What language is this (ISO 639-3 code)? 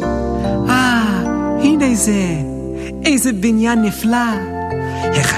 heb